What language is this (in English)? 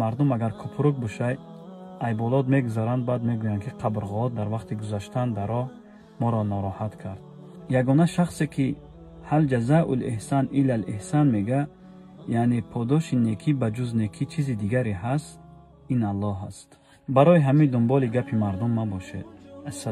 Tajik